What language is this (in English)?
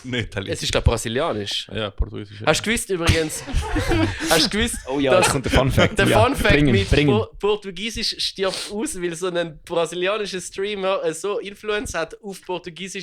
Swiss German